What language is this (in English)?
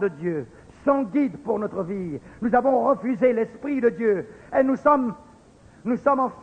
French